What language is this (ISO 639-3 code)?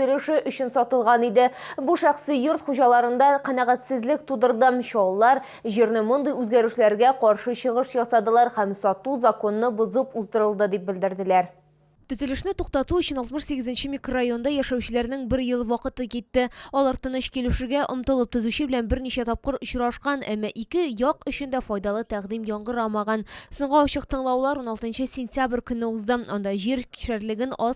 tat